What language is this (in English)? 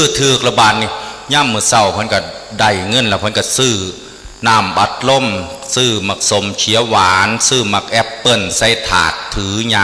Northeastern Thai